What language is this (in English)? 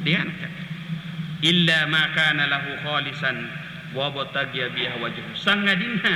Buginese